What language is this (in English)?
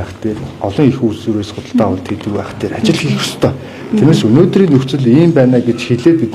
Mongolian